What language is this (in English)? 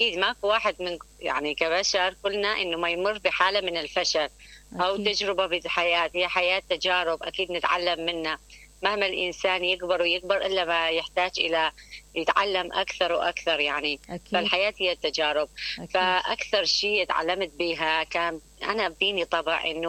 Mesopotamian Arabic